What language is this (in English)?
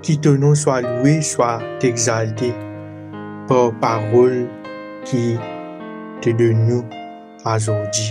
Morisyen